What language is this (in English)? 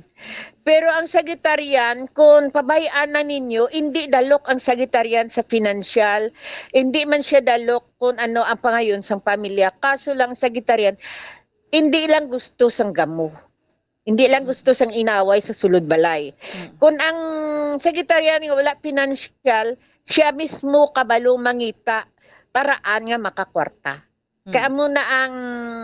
Hiligaynon